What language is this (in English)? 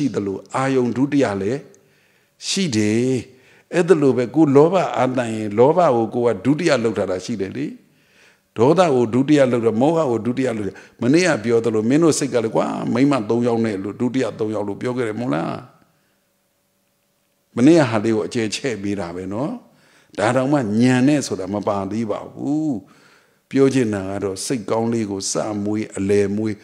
Burmese